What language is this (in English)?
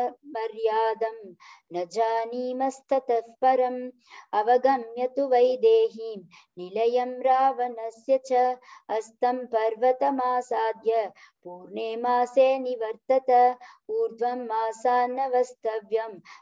Sanskrit